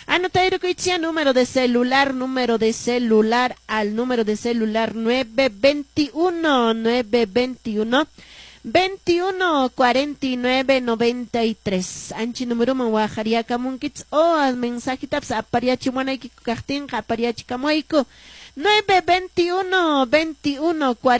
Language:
Quechua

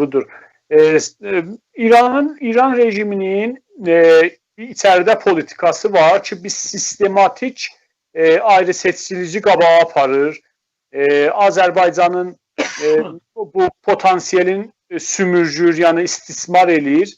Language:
South Azerbaijani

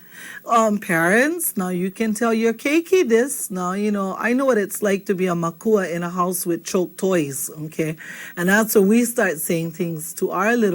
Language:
Hawaiian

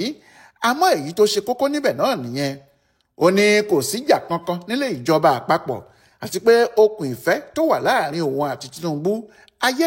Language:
Yoruba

